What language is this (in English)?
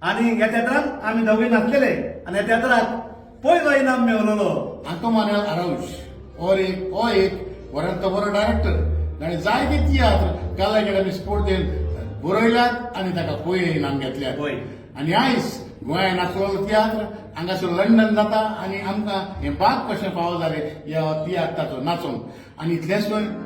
Konkani